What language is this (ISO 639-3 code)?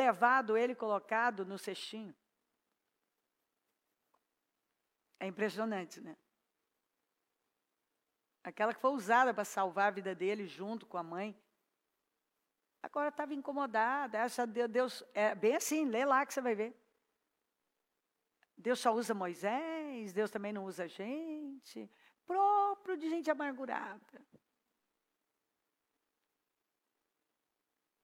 por